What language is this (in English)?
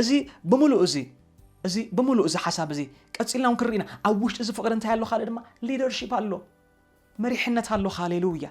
Tigrinya